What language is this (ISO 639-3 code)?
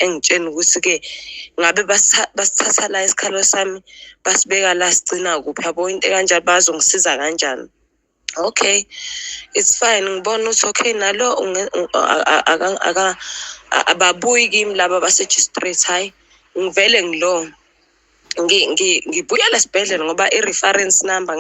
zul